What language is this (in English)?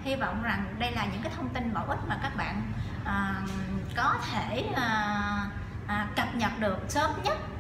Vietnamese